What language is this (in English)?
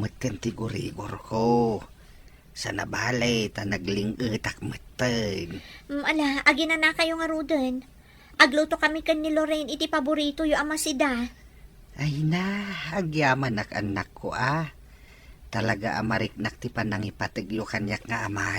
Iloko